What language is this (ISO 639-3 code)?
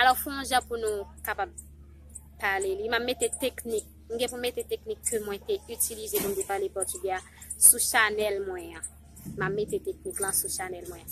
hat